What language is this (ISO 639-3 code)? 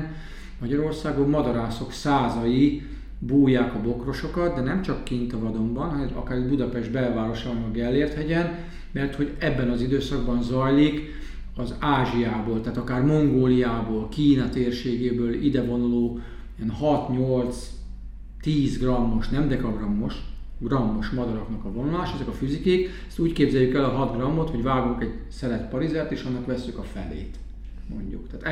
hun